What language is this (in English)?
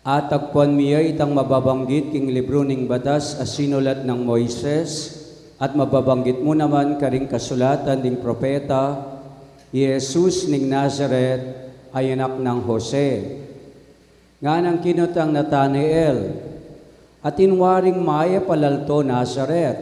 Pampanga